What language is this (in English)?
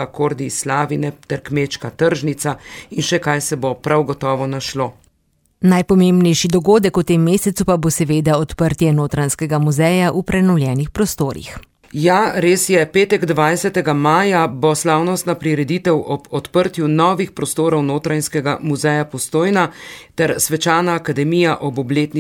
Slovenian